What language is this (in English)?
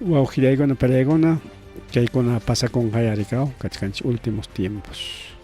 Ayacucho Quechua